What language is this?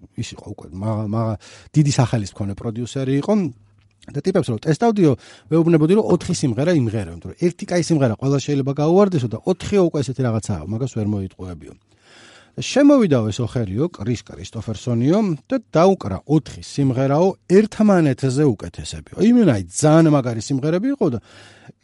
Georgian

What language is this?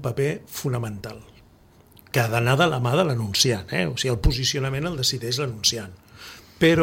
Catalan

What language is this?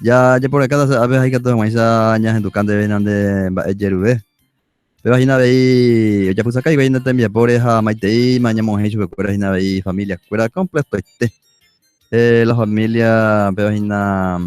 Guarani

